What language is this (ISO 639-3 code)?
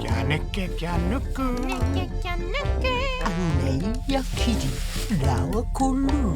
mri